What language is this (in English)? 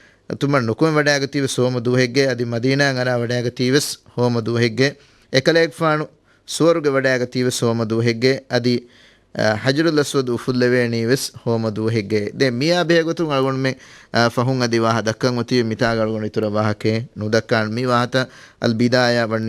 Divehi